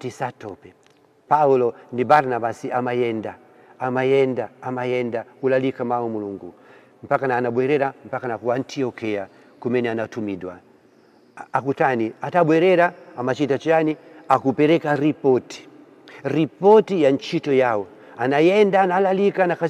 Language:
Nyanja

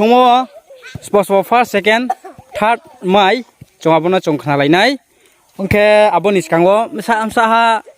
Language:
Riang (India)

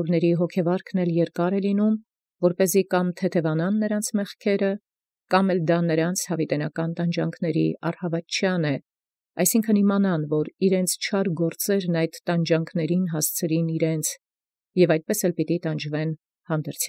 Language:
Armenian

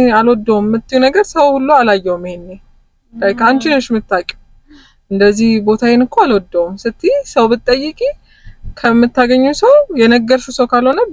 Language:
Amharic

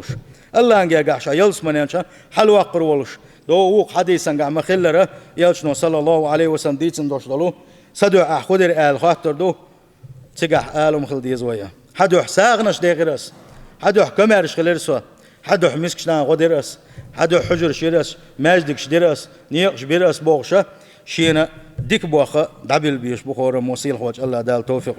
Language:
Chechen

